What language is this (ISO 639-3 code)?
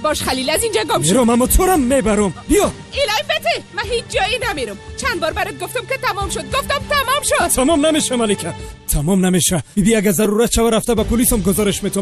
tgk